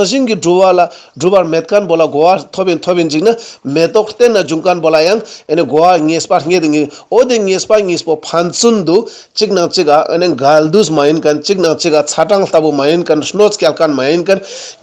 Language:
Ladakhi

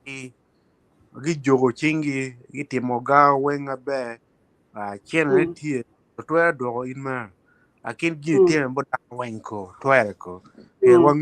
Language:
Acoli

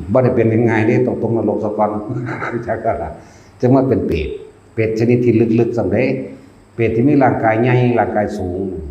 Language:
Northeastern Thai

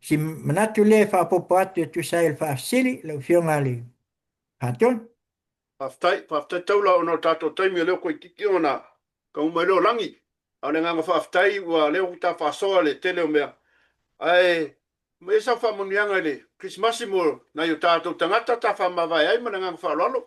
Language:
Samoan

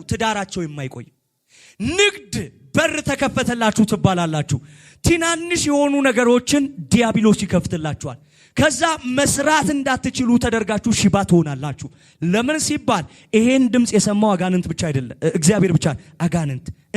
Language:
Amharic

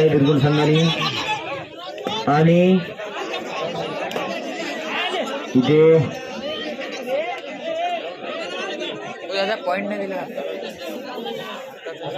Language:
Marathi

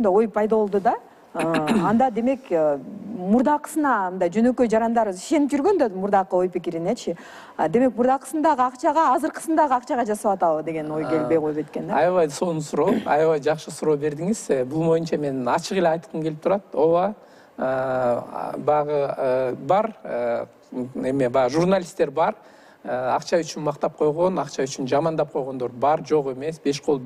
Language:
Kyrgyz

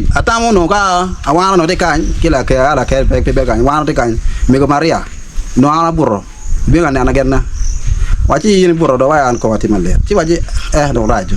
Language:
Acoli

